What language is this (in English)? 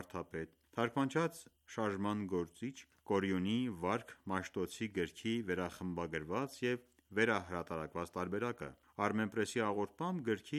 Armenian